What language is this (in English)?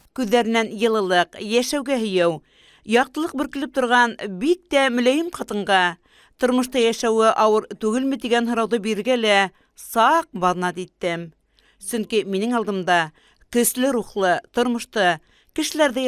Bashkir